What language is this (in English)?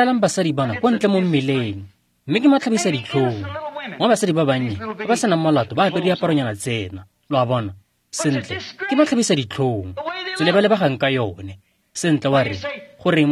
Tswana